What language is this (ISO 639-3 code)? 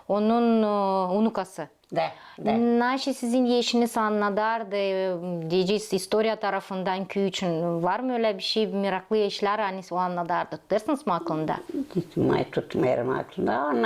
gag